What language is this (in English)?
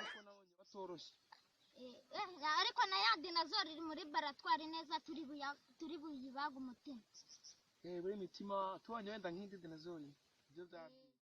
Kinyarwanda